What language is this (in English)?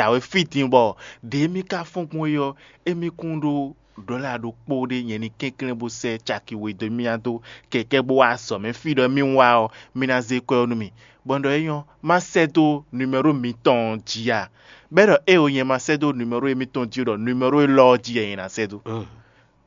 Fon